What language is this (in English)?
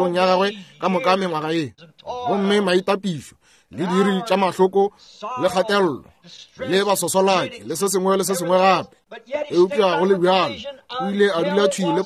Northern Sotho